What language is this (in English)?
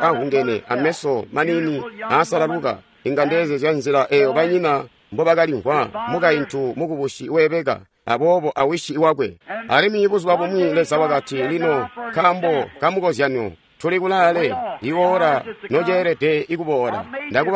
Tonga (Zambia)